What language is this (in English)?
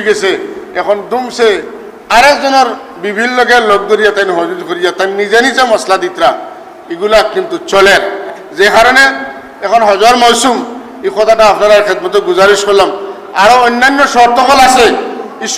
Sylheti